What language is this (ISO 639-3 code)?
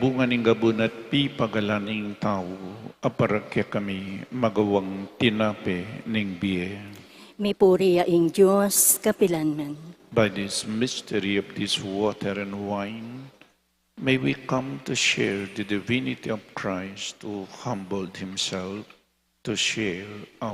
pam